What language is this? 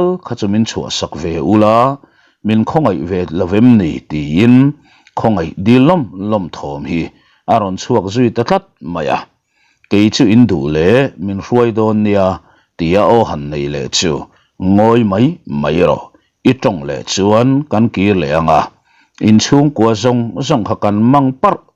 Mizo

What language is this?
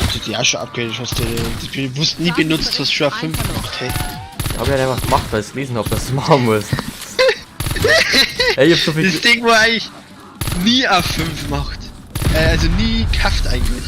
Bavarian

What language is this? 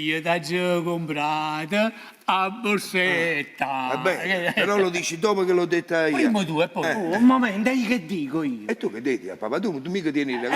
Neapolitan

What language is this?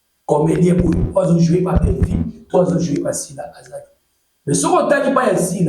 Lingala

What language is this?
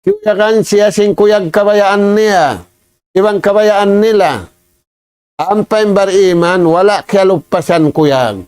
Tausug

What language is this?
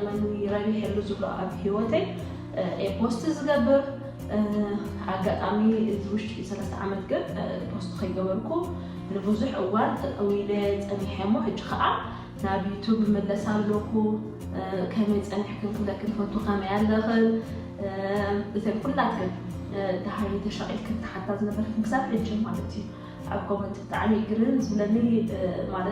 Tigrinya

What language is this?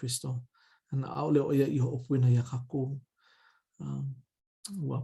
Hawaiian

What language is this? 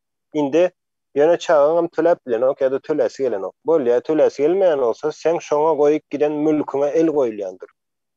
Turkmen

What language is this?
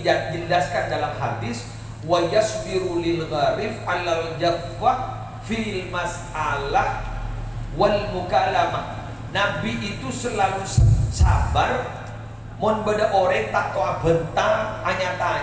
Madurese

